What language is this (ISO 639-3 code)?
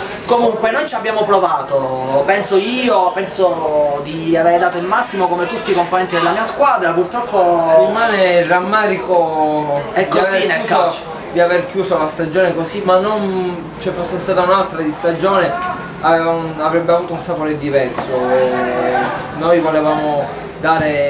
ita